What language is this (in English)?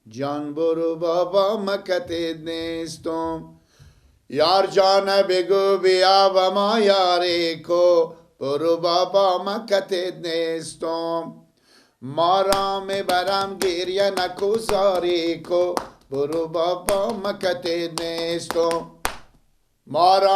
Persian